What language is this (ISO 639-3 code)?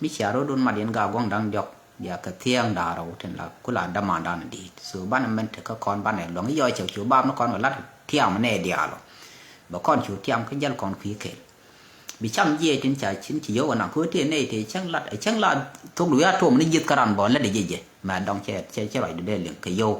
nus